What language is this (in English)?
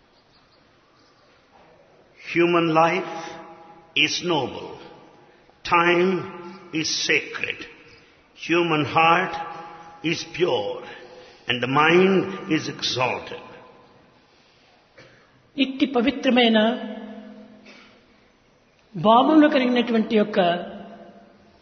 Telugu